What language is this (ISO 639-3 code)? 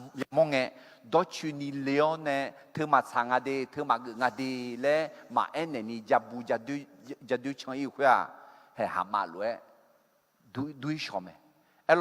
ahk